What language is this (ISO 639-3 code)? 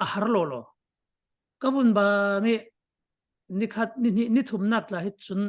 cfm